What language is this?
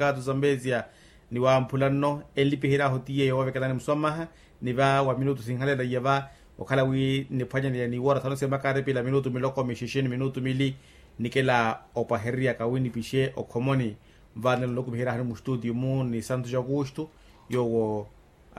Makhuwa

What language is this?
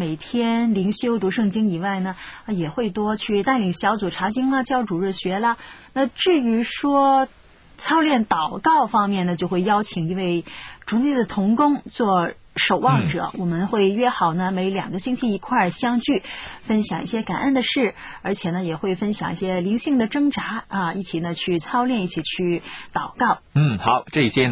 Chinese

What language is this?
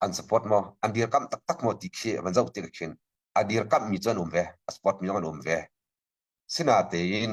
Hakha Chin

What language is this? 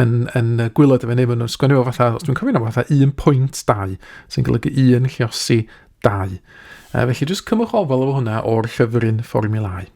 Welsh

